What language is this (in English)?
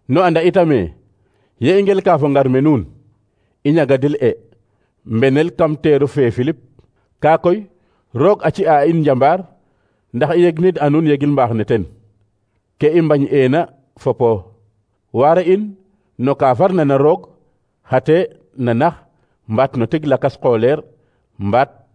Serer